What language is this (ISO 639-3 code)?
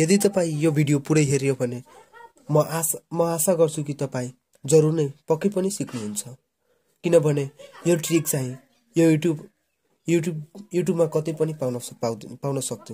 nep